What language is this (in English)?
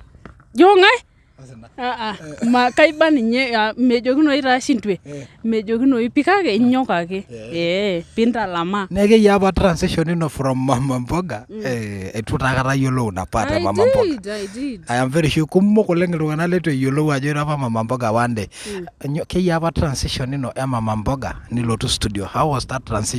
Masai